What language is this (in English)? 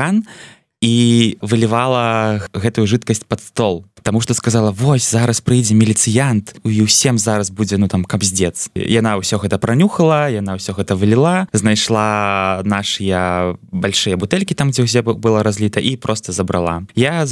Belarusian